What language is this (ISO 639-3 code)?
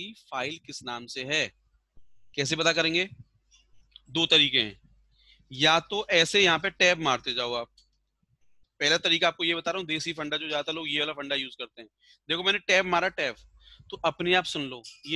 hin